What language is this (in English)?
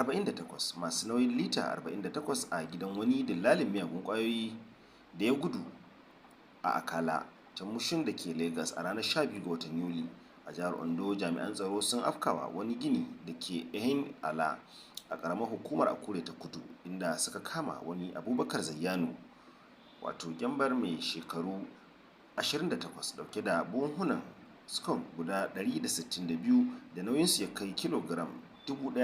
Hausa